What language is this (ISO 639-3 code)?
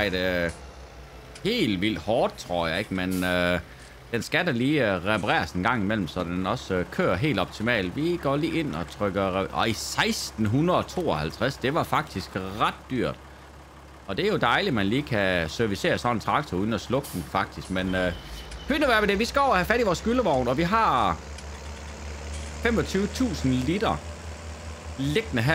dan